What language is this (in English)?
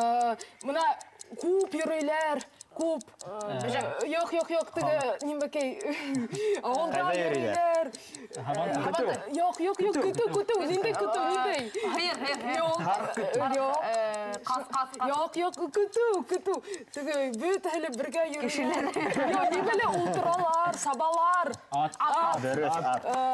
Bashkir